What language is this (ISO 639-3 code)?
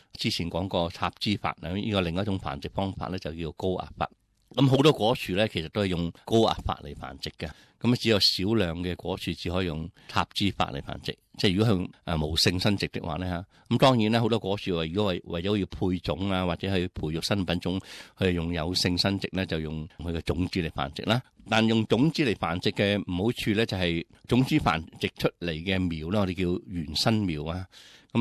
yue